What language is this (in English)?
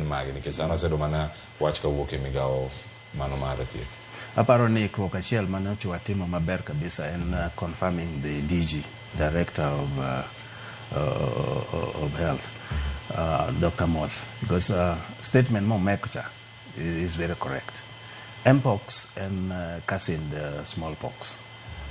Luo (Kenya and Tanzania)